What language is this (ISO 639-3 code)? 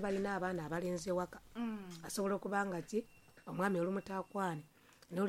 lug